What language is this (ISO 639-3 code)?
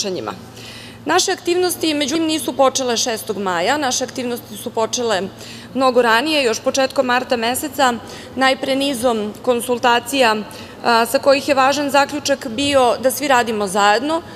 srp